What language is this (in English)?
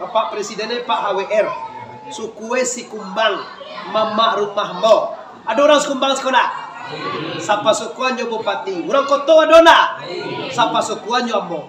Minangkabau